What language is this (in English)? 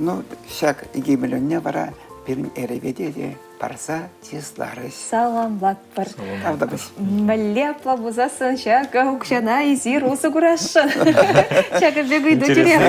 Chuvash